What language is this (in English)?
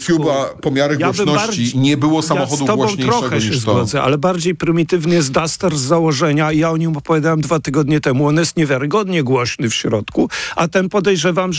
Polish